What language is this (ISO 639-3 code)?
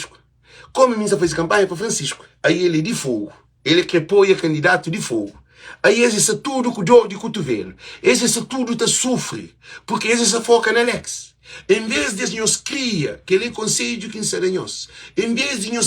kea